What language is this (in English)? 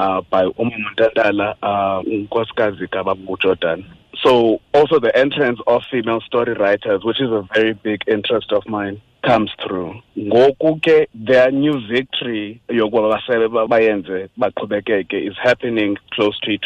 Xhosa